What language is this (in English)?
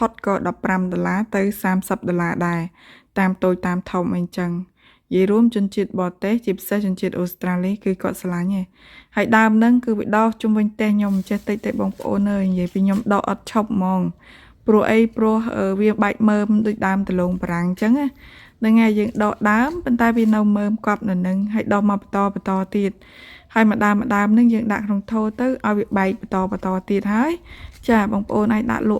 Khmer